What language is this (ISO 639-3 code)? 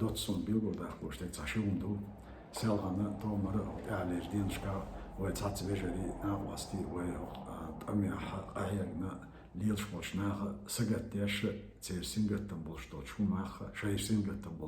che